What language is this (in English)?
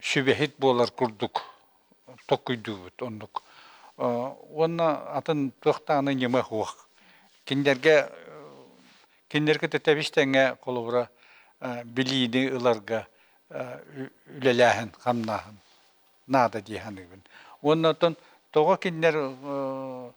Yakut